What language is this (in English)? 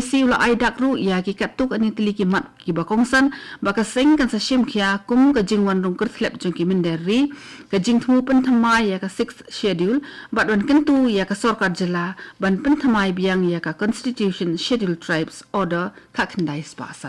Khasi